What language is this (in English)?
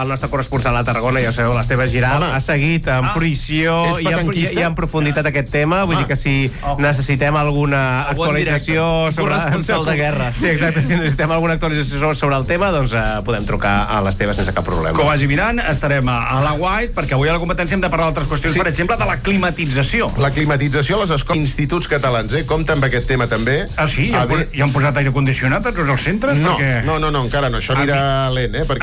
Catalan